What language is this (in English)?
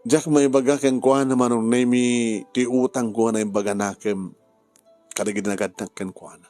Iloko